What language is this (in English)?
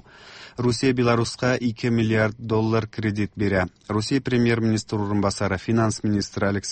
Tatar